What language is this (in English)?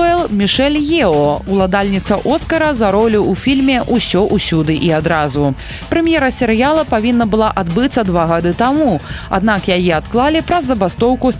Belarusian